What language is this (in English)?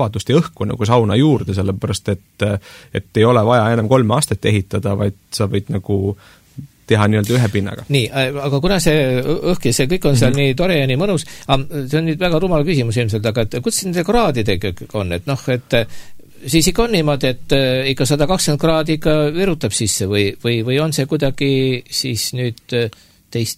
Estonian